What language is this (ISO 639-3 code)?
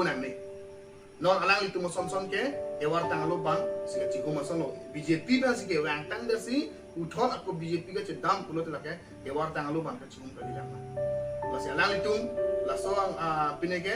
mjw